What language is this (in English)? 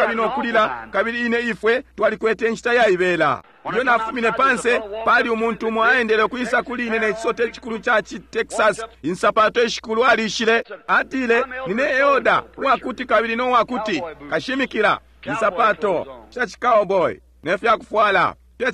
Bemba